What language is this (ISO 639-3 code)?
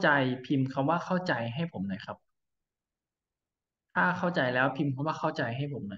tha